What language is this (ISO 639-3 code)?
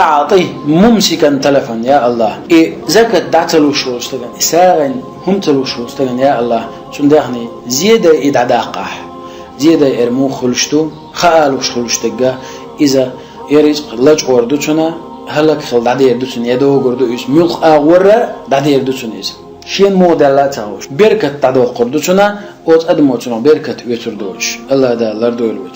che